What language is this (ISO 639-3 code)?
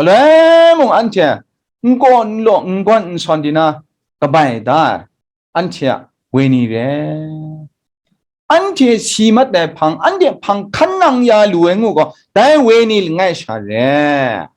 kac